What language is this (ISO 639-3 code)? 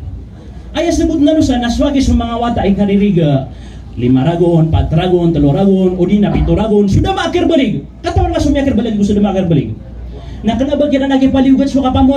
mrw